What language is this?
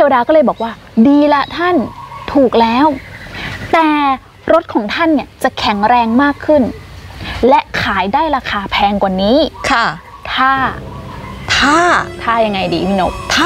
Thai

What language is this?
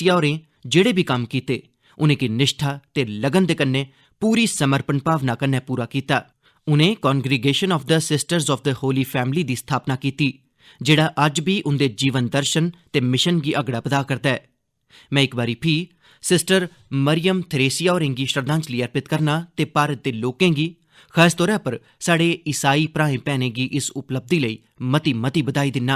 Dogri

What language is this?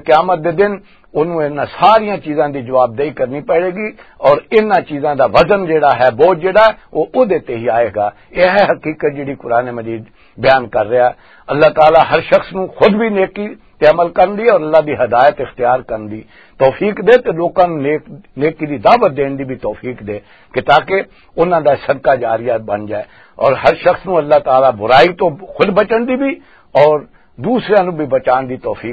Western Panjabi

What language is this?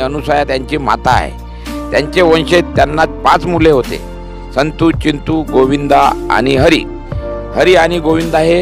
Marathi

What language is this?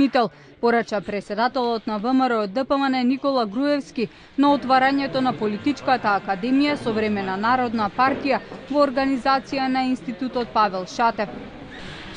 Macedonian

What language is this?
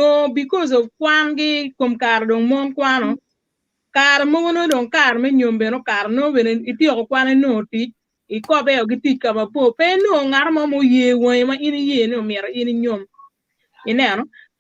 Acoli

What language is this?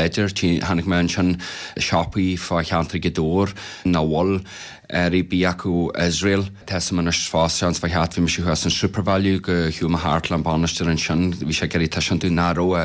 Irish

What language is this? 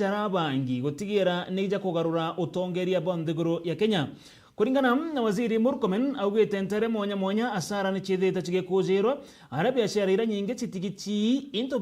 Meru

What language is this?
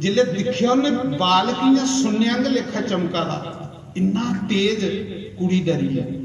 Dogri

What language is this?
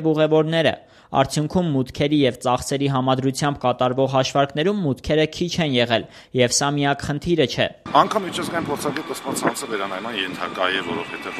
Armenian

